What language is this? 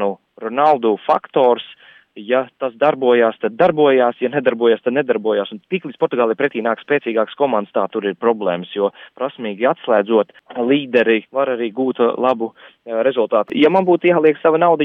Latvian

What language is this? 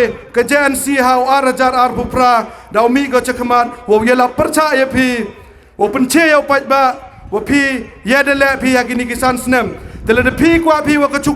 Khasi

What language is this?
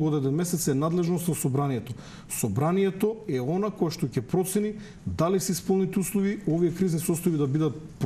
Macedonian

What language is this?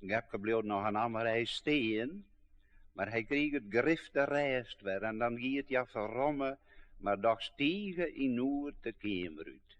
Western Frisian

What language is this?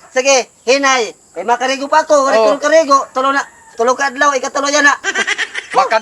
Waray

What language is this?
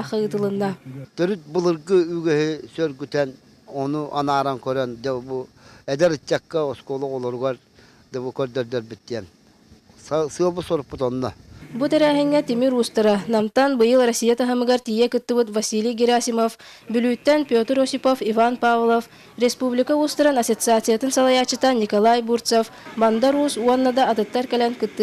Yakut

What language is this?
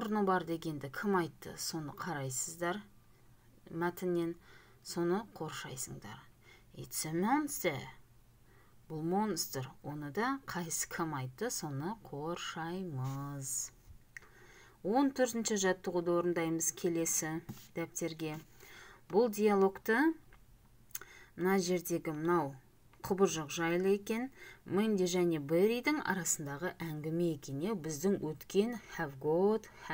Kazakh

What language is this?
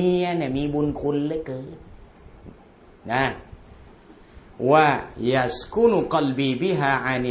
Thai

